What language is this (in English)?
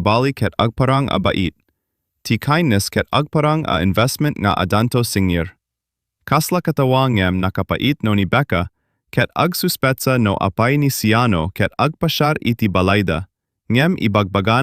Iloko